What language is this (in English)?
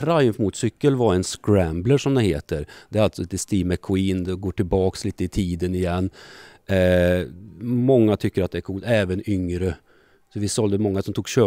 Swedish